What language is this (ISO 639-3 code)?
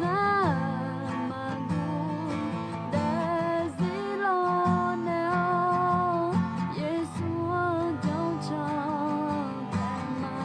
ahk